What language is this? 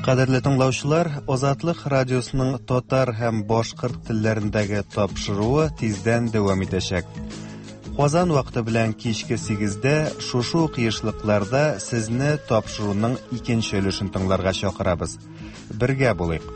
Tatar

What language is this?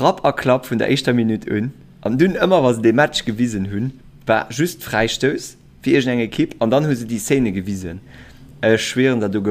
Luxembourgish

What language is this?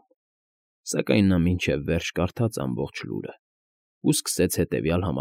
Armenian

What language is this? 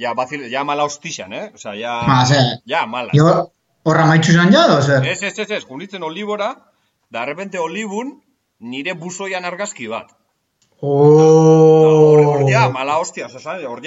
Basque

